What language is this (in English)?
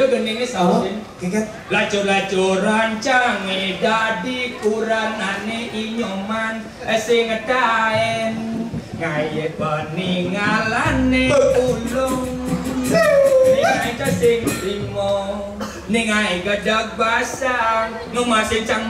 Balinese